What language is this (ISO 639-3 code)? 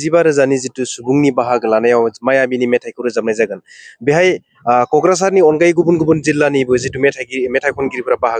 brx